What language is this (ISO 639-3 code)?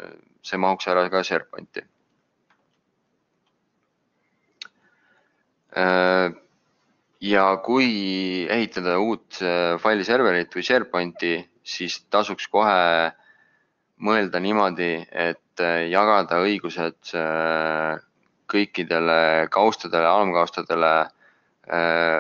est